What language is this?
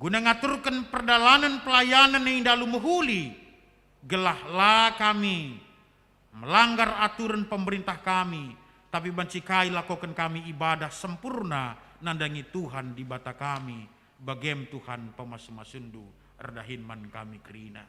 Batak Karo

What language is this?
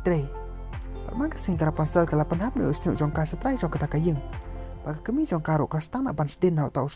Khasi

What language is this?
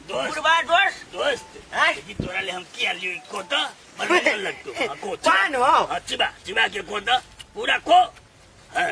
Maithili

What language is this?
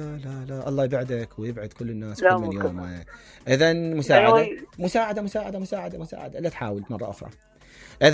Mesopotamian Arabic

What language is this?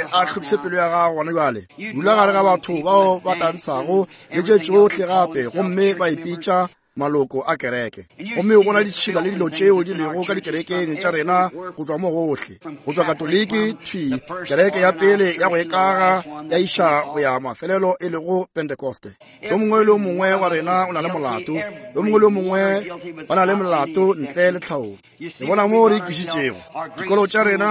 Northern Sotho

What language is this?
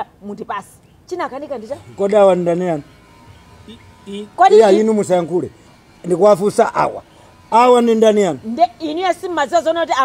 Nyanja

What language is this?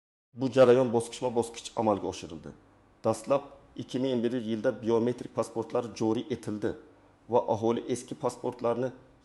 Uzbek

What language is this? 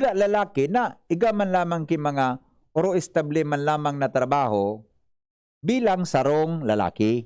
Bikol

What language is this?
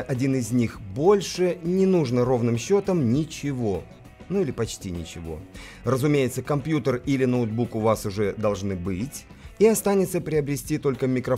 Russian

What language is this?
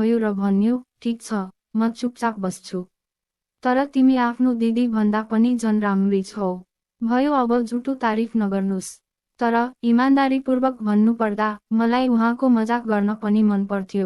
Nepali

